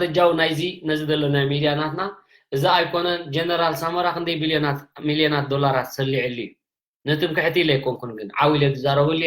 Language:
Tigrinya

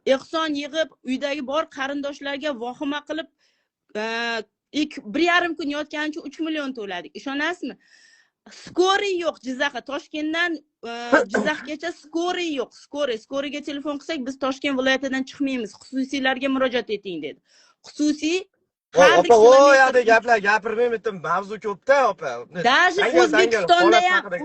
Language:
Uzbek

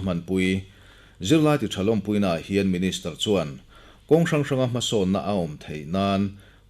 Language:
Mizo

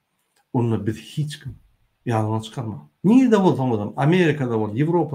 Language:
Turkmen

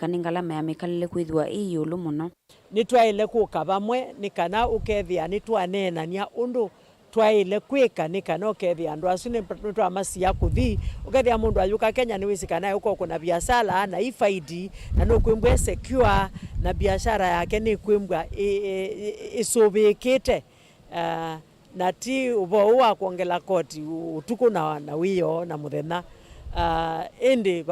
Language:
Kamba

